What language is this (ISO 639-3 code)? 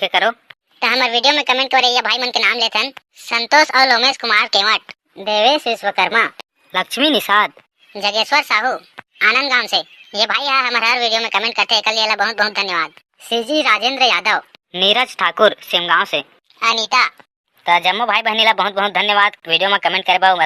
hne